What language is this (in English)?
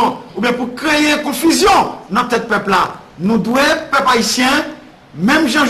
Haitian Creole